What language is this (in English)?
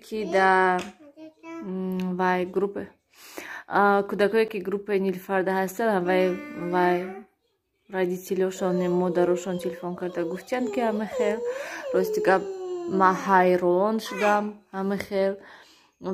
Tajik